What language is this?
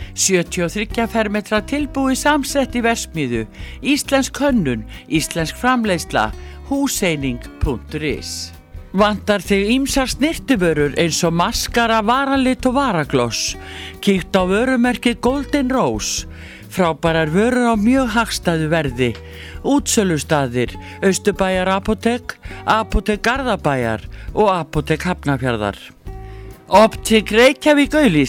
Icelandic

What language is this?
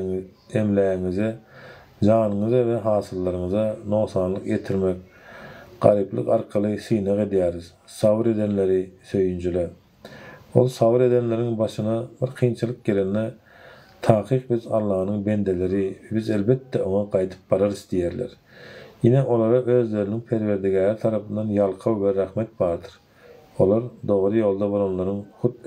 Turkmen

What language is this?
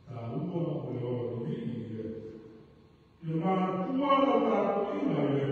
Samoan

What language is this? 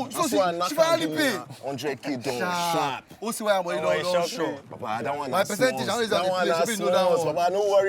Nigerian Pidgin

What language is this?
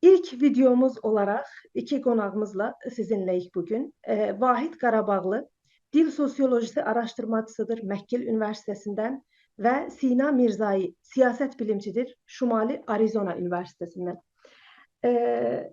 South Azerbaijani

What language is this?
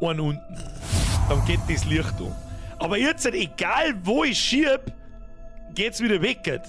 Bavarian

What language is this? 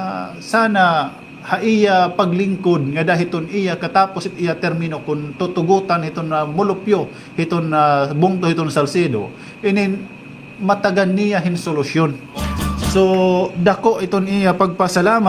Waray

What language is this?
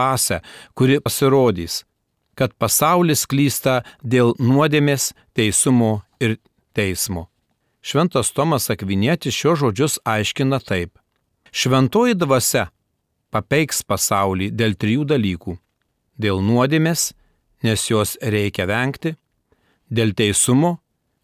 Lithuanian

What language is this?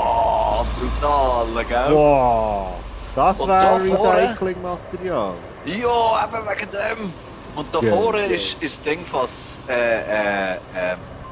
Swiss German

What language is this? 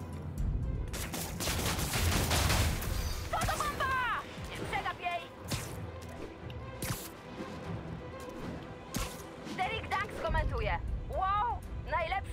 Polish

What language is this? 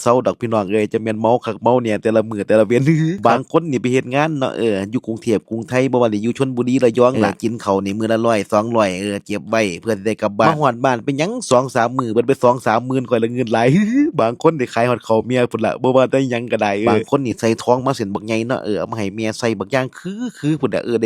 Northeastern Thai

